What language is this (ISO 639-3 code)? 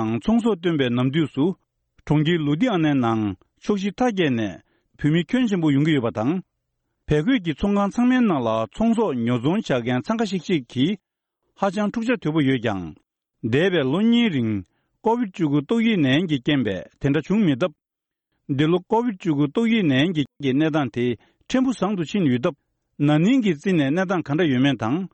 bod